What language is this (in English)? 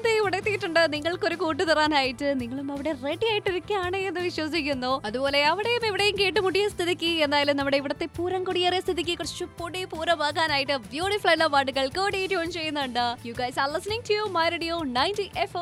Malayalam